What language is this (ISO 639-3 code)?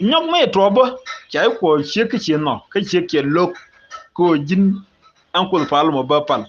nus